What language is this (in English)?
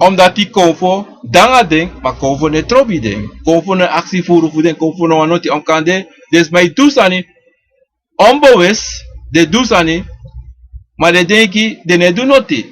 Sranan Tongo